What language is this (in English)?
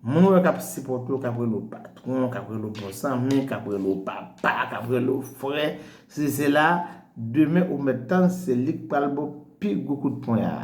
Haitian Creole